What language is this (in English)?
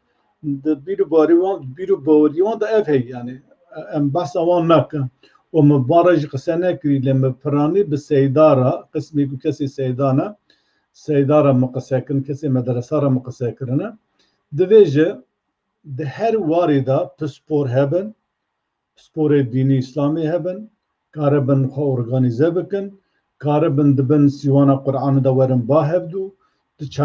Kurdish